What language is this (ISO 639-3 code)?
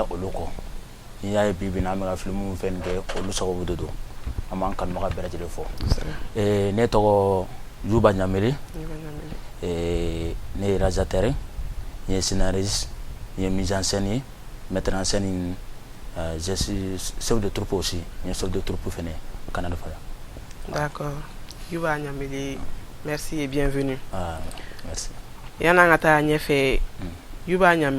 bam